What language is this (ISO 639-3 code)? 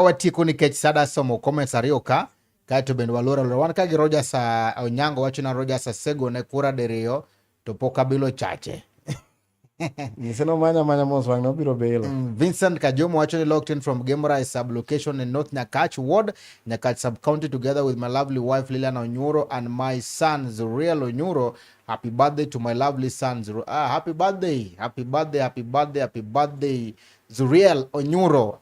luo